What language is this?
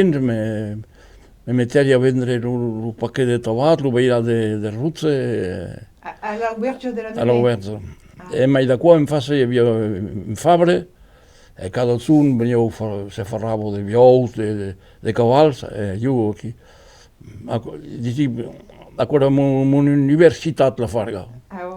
Occitan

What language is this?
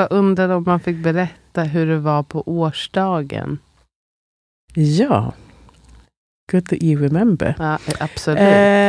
Swedish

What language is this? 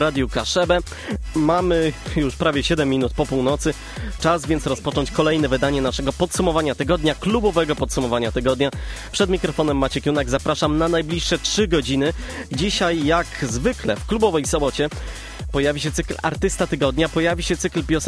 Polish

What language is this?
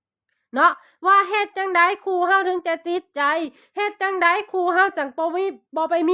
Lao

